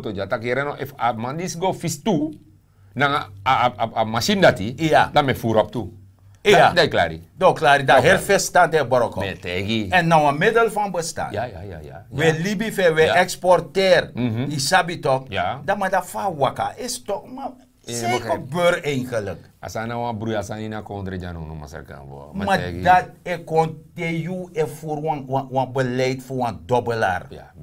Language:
Sranan Tongo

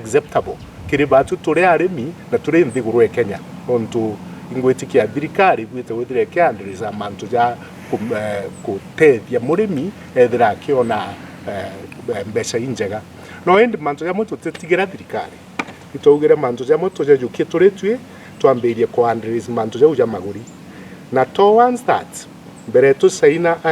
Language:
Meru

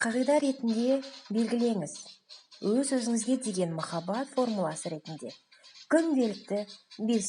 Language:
Kazakh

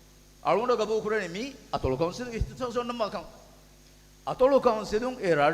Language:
Divehi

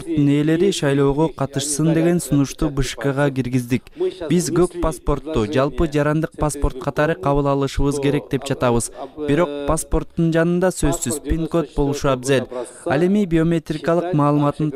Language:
Kyrgyz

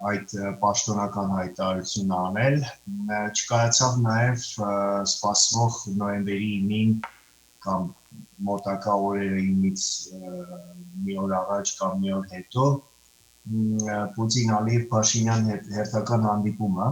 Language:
Western Armenian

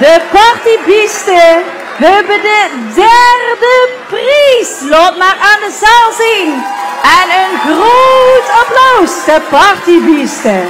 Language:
Limburgish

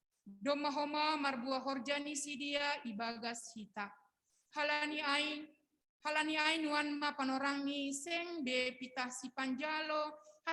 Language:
Batak Simalungun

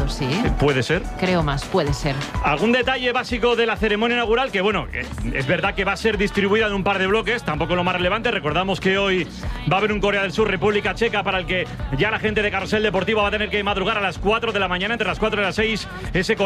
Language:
Spanish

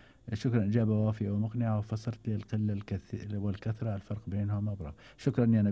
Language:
Gulf Arabic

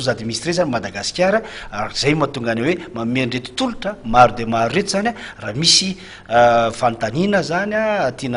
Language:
Malagasy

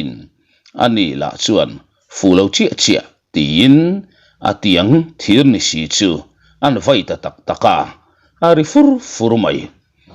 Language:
Mizo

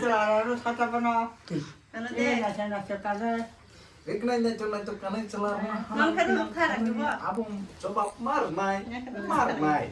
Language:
Kok Borok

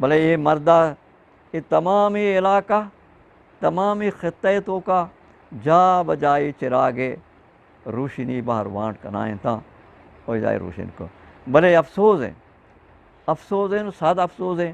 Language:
Eastern Balochi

